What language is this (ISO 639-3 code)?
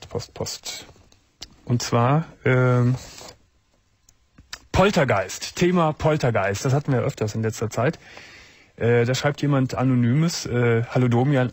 deu